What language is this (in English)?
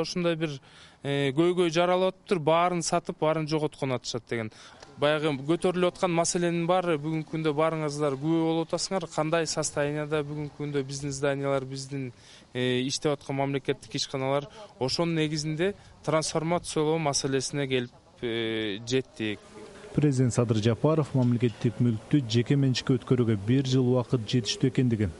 Kyrgyz